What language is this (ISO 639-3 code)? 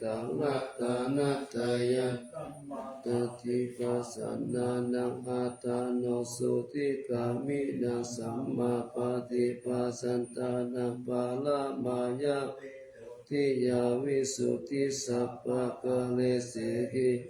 pli